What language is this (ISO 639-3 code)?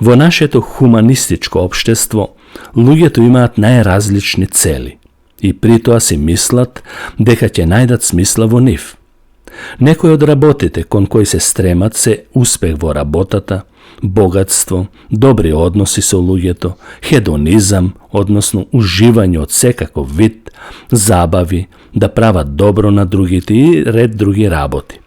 mkd